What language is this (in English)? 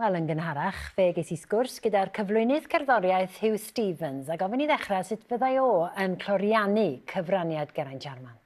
Welsh